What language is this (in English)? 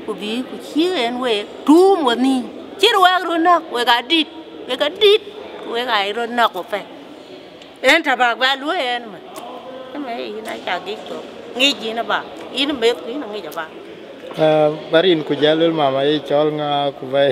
Dinka